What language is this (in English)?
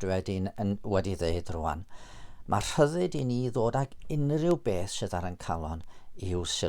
Welsh